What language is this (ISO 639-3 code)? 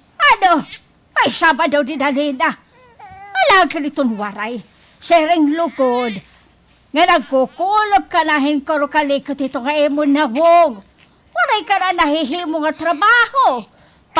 war